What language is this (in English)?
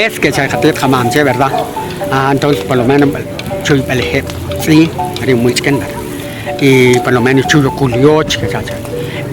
Achi